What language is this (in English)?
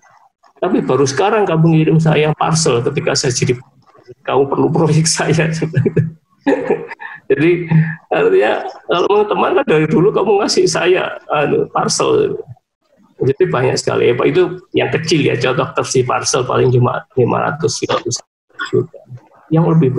Indonesian